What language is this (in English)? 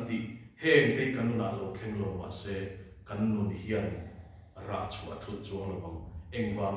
Mizo